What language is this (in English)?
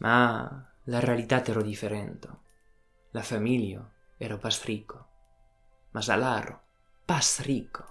Occitan